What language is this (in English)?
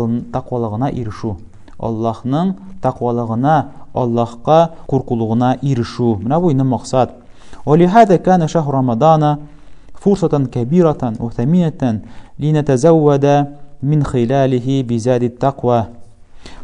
Tatar